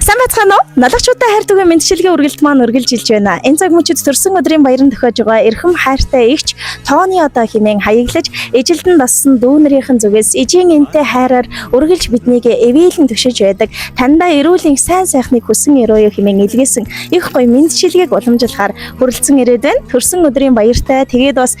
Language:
Mongolian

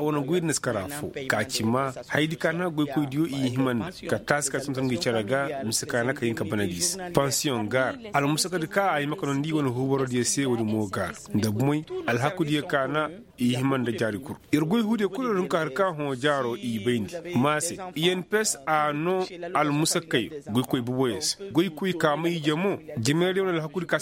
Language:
Koyraboro Senni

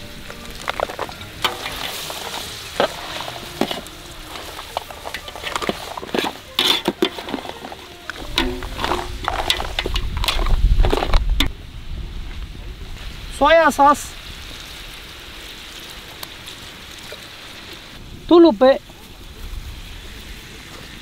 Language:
Tamil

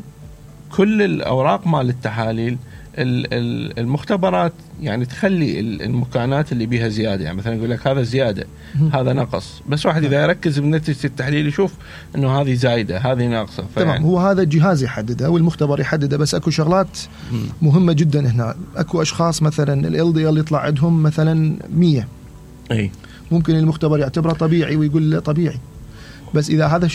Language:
Mesopotamian Arabic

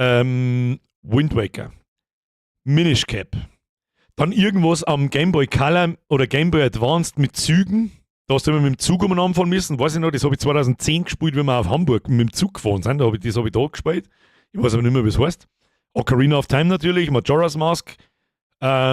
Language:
Bavarian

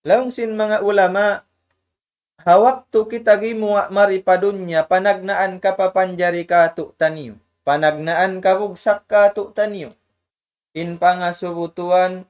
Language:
Tausug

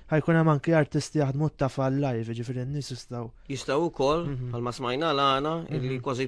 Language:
Maltese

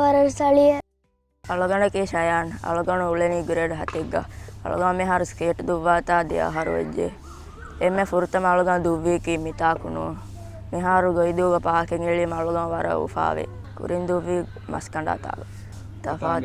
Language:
Divehi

